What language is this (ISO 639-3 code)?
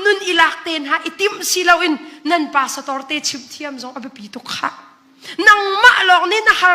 cnh